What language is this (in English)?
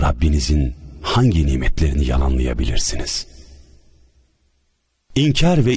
Turkish